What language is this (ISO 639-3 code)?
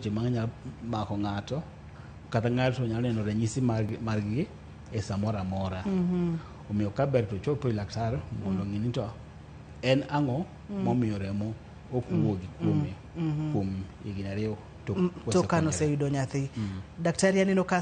luo